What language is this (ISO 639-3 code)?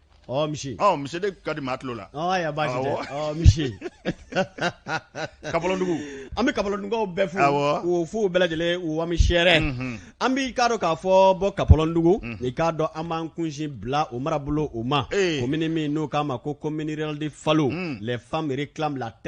bam